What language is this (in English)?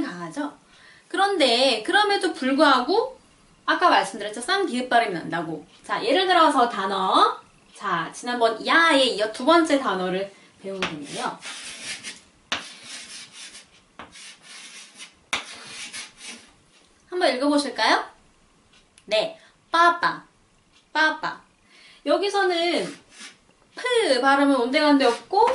Korean